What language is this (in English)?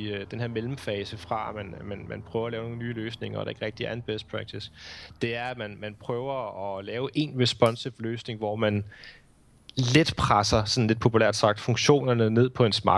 Danish